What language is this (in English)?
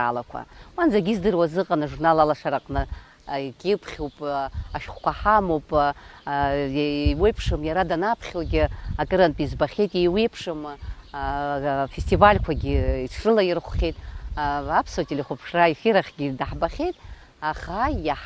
Abkhazian